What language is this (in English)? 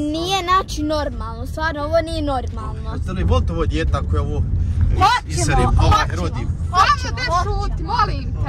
Croatian